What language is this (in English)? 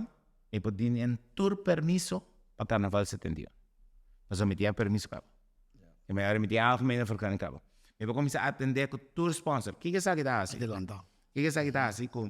Papiamento